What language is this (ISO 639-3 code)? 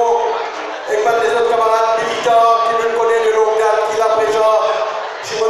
mfe